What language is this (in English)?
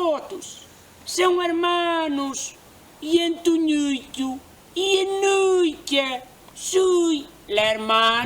Mirandese